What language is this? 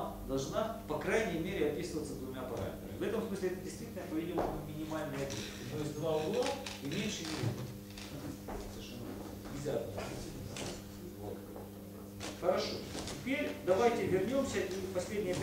Russian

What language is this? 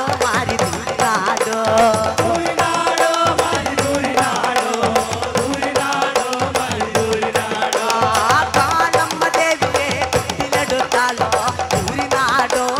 Malayalam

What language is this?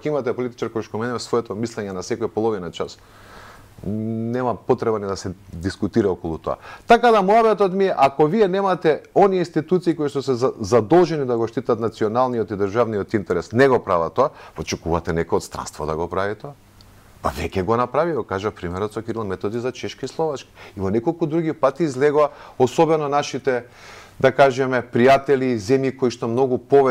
Macedonian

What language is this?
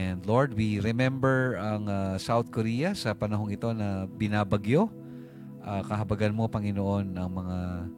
Filipino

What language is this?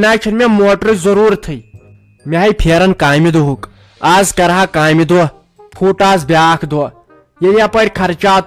Kashmiri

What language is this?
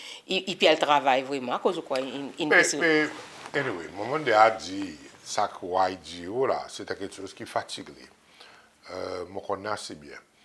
Seselwa Creole French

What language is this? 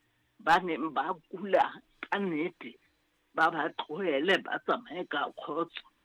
Southern Sotho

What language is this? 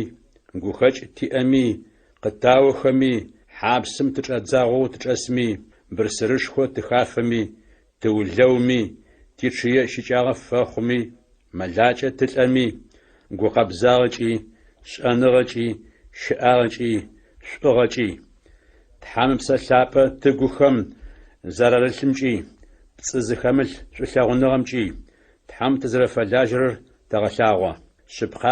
Adyghe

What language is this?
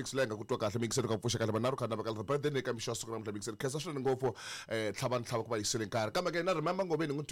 Tsonga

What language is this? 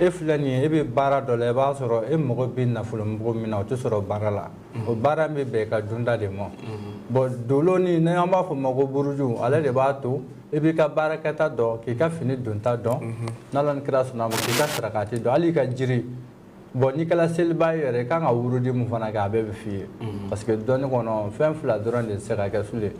Bambara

